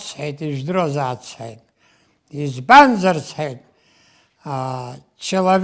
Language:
Abkhazian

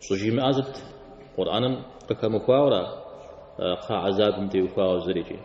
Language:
Kabardian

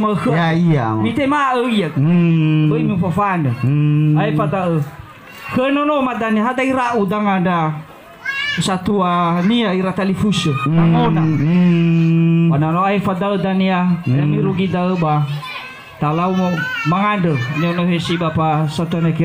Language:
Nias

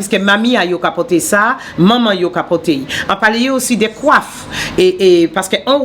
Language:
Guadeloupean Creole French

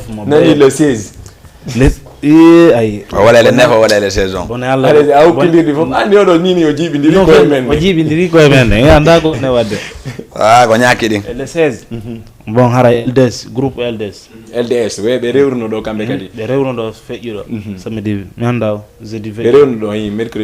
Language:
Fula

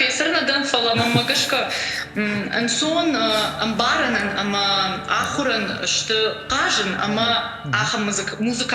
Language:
Ossetic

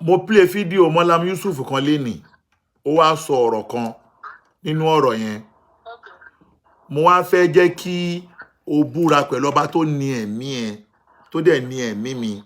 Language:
Yoruba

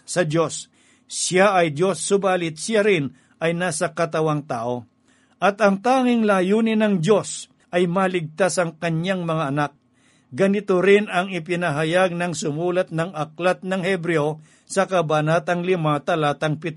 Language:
Filipino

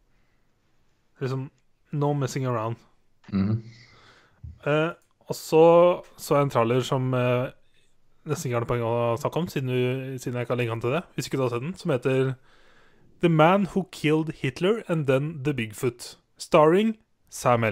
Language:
Norwegian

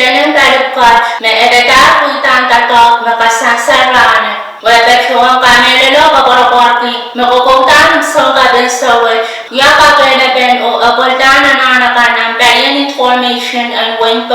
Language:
Pohnpeian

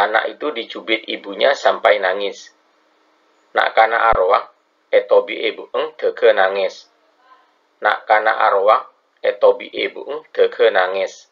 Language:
Madurese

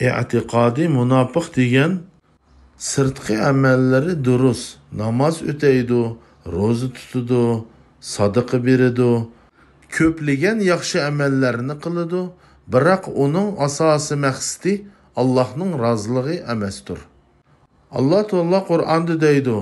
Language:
Uyghur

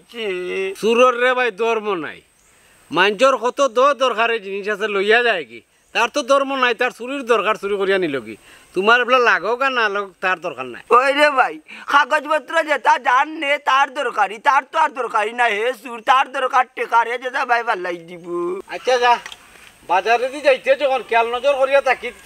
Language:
Sylheti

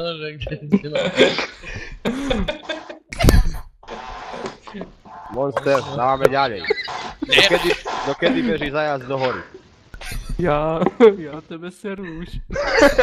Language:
Slovak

